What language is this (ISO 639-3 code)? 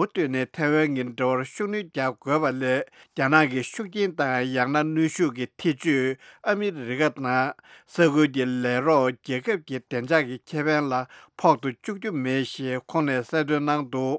bod